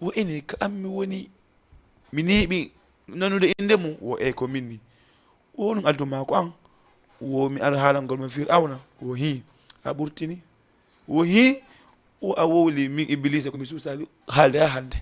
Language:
Fula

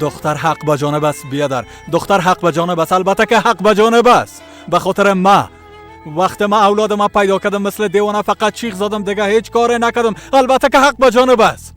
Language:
Persian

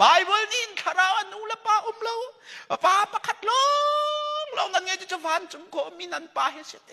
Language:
Hakha Chin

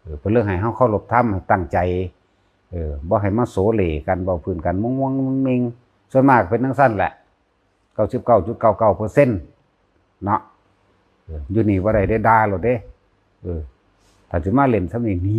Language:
Lao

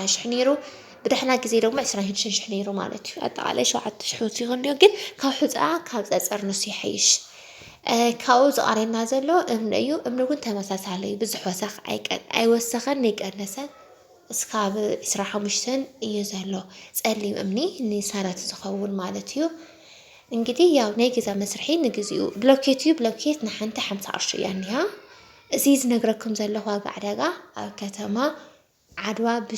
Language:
Tigrinya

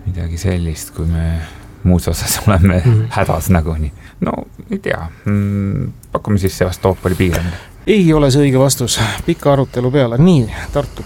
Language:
Estonian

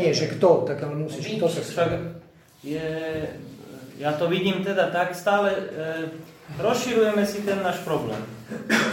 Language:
Slovak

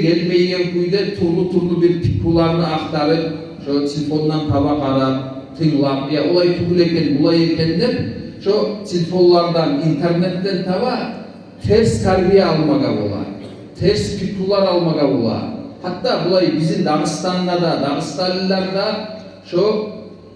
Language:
Kumyk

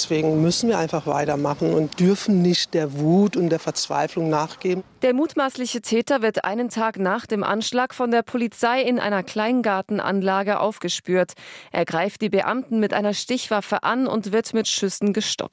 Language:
German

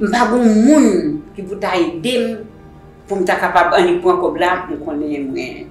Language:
Haitian Creole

